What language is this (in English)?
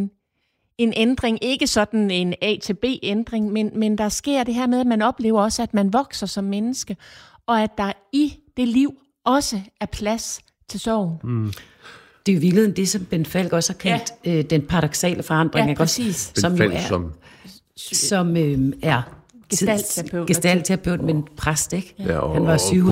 Danish